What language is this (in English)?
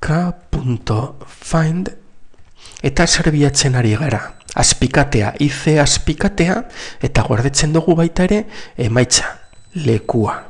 Basque